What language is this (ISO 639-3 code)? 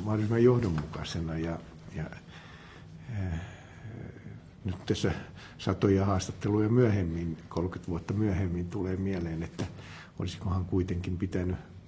fin